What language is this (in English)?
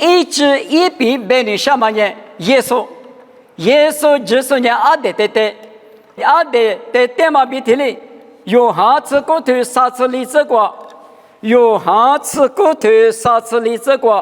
Lisu